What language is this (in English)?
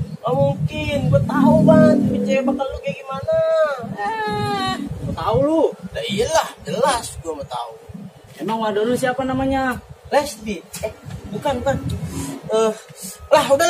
Betawi